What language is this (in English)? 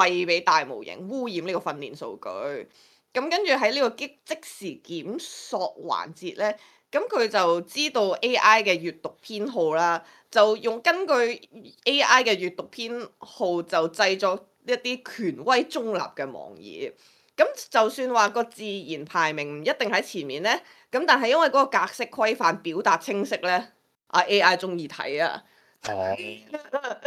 Cantonese